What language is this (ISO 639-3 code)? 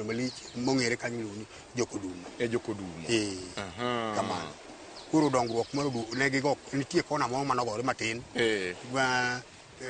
luo